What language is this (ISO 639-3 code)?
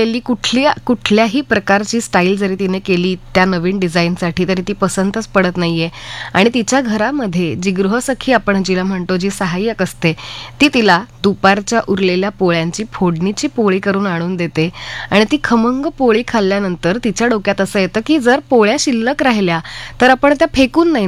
mar